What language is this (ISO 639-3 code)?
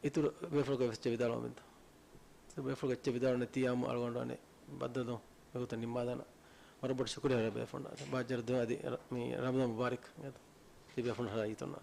div